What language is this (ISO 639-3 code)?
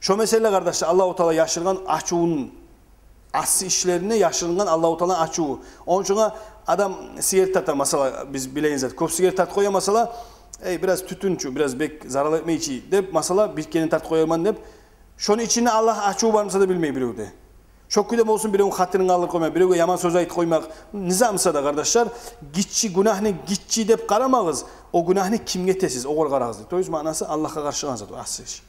kum